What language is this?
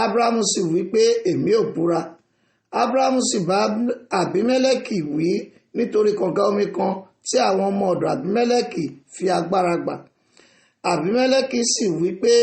Yoruba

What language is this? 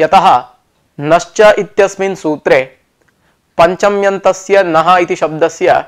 Sanskrit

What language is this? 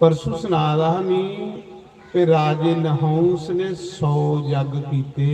Dogri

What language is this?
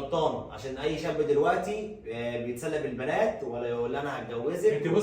Egyptian Arabic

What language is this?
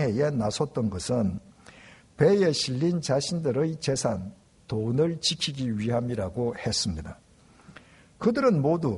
Korean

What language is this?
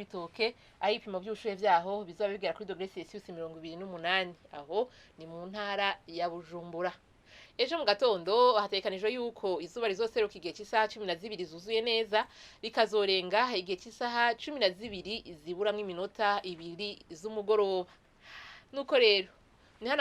Rundi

